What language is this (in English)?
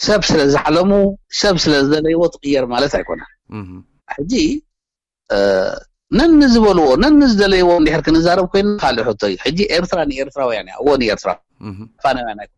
Tigrinya